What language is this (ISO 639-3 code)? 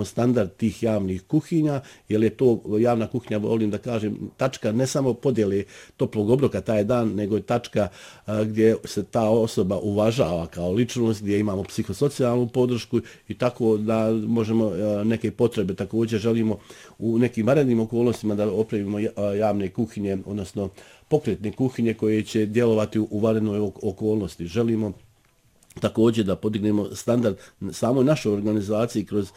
bos